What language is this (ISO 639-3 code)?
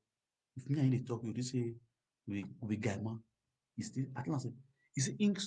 pcm